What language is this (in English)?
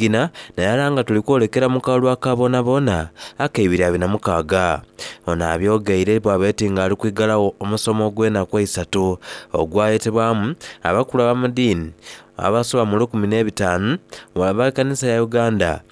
Soga